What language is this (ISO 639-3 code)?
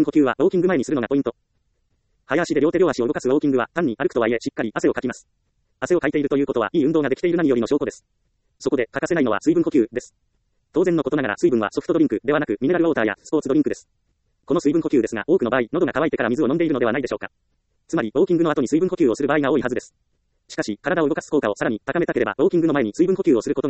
jpn